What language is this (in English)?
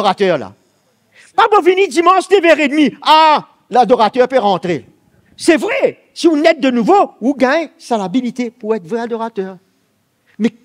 Morisyen